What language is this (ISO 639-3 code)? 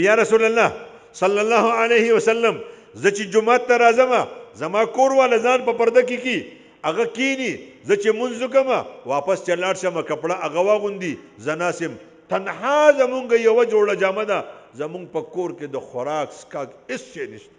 pus